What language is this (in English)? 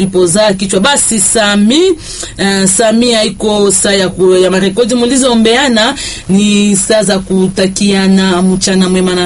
Swahili